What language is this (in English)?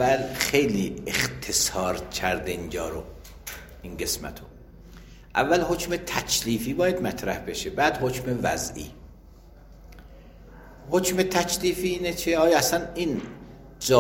Persian